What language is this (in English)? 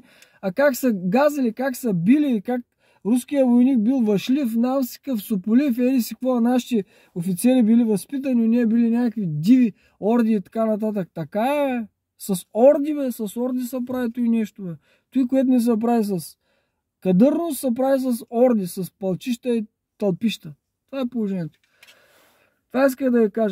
Bulgarian